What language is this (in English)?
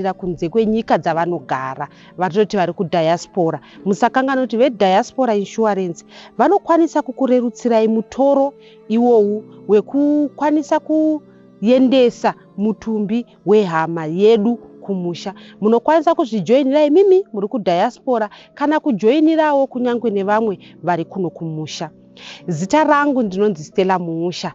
Shona